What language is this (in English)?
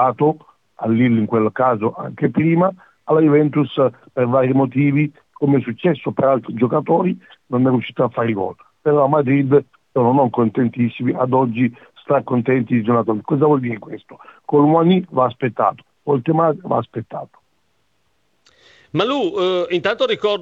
Italian